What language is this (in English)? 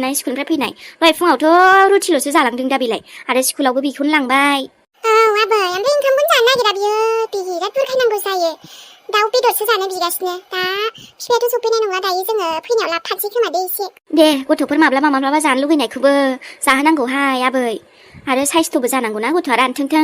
Bodo